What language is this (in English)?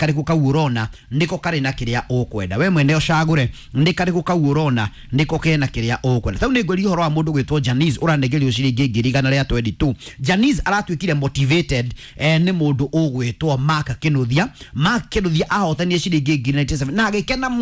Kikuyu